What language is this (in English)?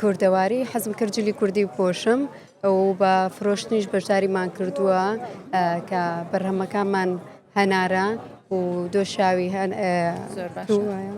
Central Kurdish